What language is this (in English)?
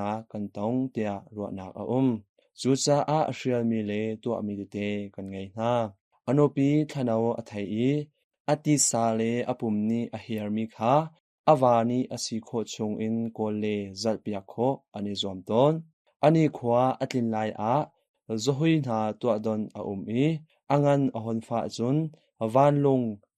Hakha Chin